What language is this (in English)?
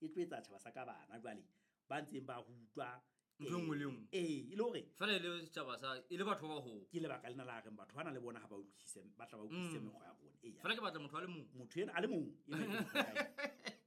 Southern Sotho